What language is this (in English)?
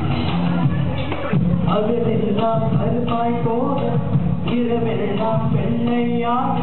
Tamil